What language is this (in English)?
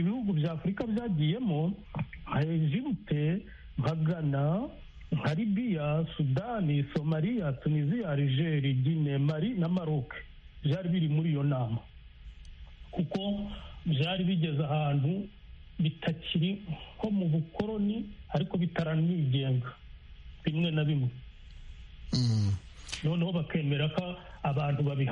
Kinyarwanda